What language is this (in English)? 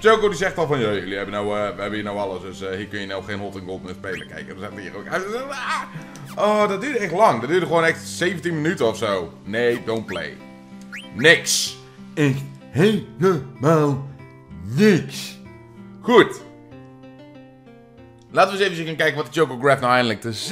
Dutch